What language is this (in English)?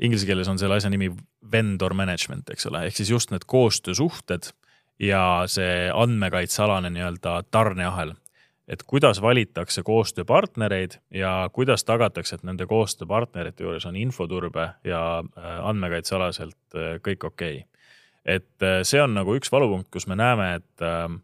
Estonian